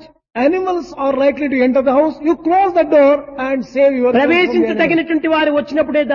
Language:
Telugu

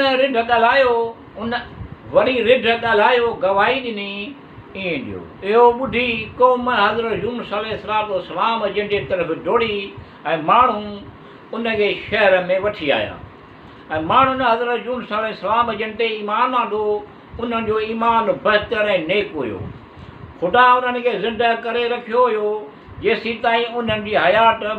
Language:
Sindhi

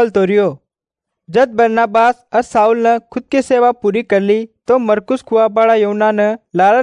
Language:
Hindi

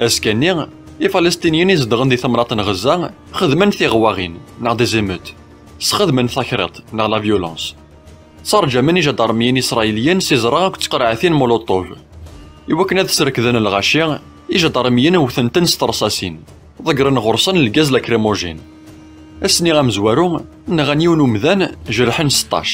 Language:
Kabyle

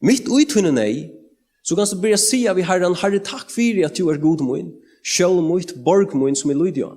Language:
Faroese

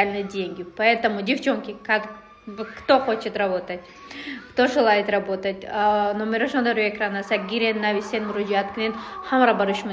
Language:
Tajik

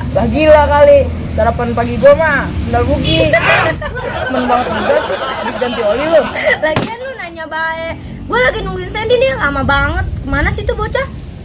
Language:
Betawi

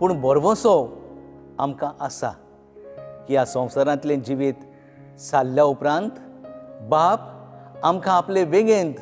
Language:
Konkani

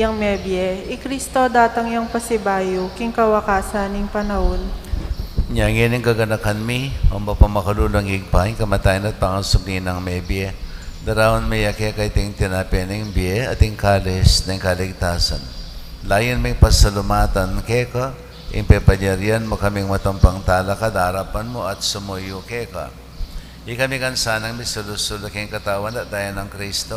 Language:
Pampanga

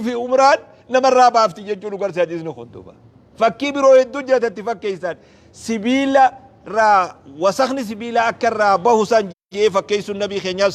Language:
Oromo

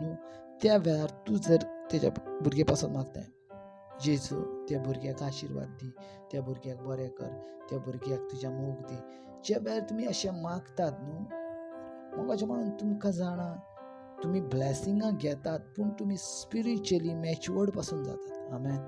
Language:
Konkani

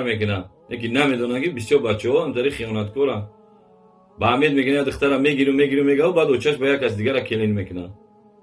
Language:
Tajik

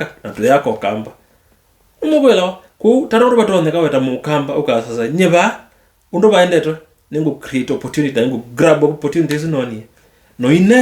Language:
Kamba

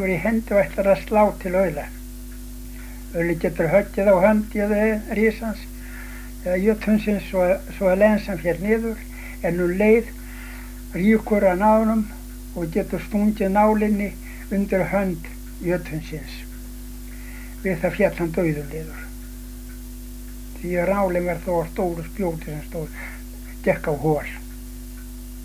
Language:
Icelandic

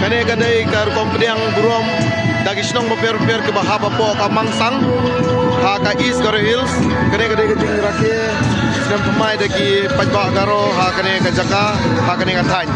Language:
Khasi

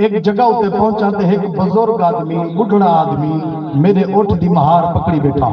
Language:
Saraiki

